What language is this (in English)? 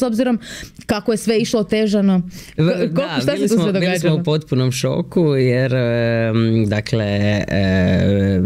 Croatian